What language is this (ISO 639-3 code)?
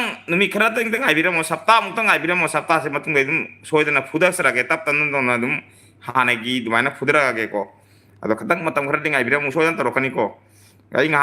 mni